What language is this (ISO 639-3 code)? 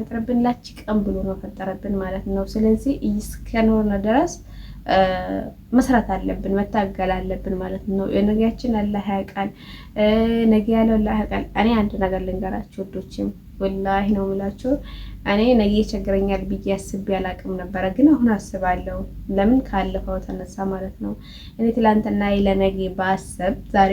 amh